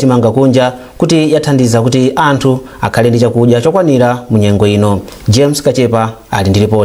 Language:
Nyanja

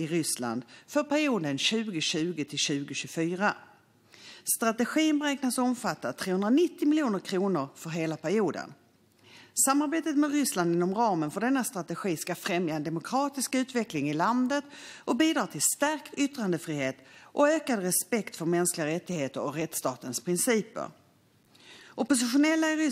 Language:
Swedish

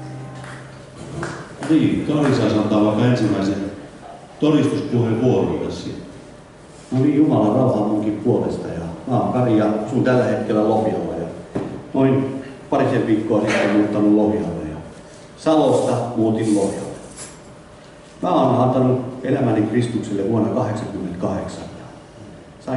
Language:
Finnish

